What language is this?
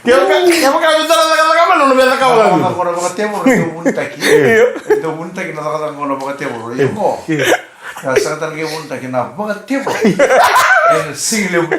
Fijian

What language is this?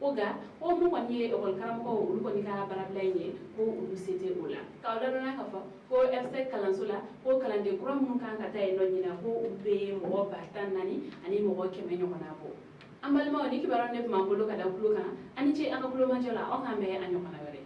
Bambara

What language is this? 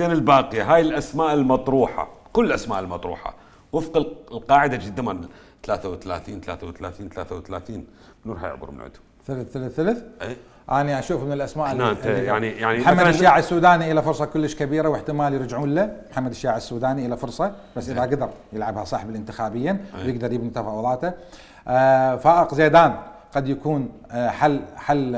Mesopotamian Arabic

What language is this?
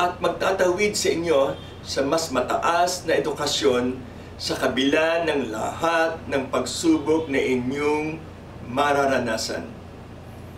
Filipino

